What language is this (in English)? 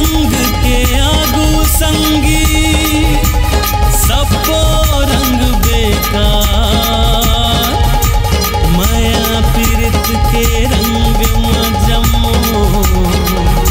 Chhattisgarhi